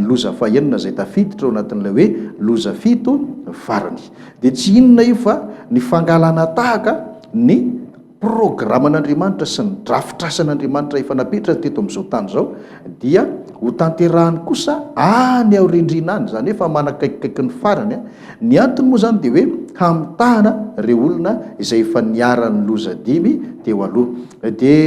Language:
Malagasy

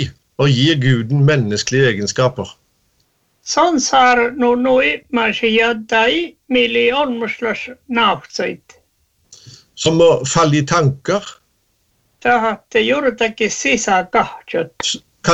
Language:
Norwegian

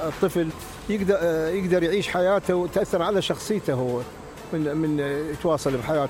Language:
Mesopotamian Arabic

